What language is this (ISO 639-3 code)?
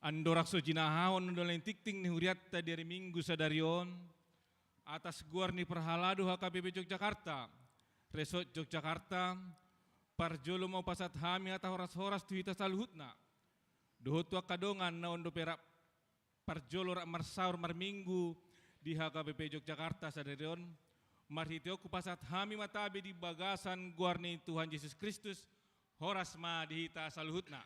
bbc